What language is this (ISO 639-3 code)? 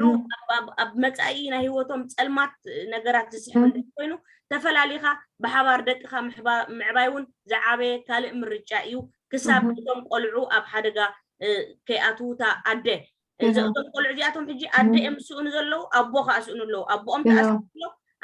tir